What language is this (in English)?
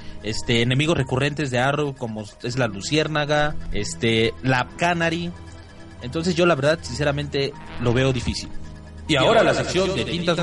Spanish